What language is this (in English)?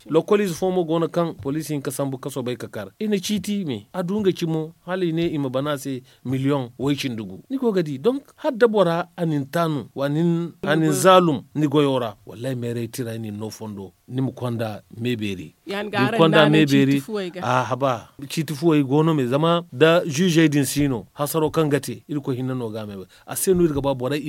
Zarma